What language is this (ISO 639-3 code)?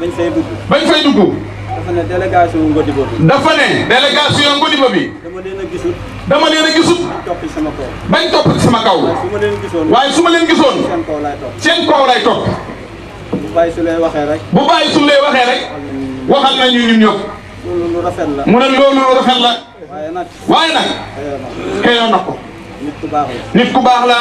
wol